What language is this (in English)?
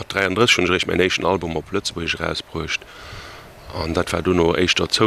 Luxembourgish